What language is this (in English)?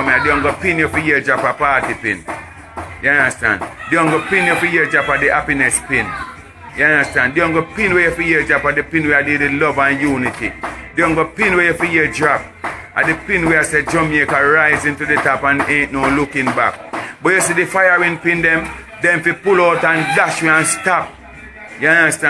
Jamaican Creole English